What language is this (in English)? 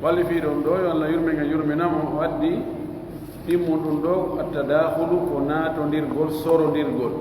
Pular